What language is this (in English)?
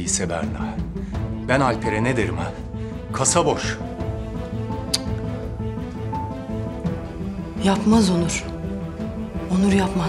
Turkish